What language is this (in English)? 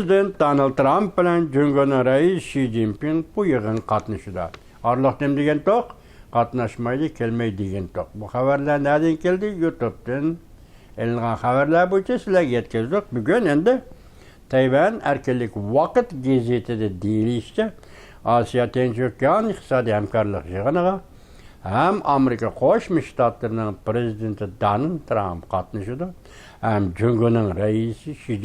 Uyghur